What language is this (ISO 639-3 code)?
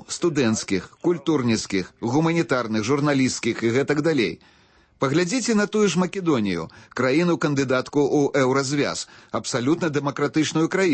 bel